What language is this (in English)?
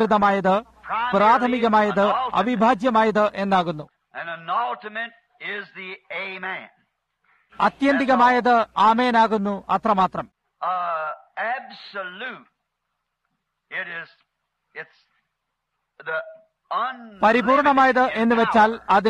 Malayalam